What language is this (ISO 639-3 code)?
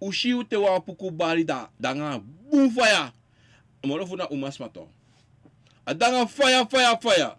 srn